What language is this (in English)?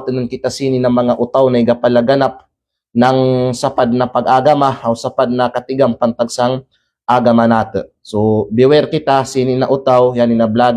Kalagan